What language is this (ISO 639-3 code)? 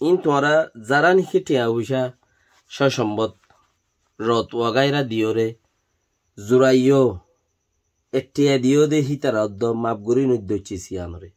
rhg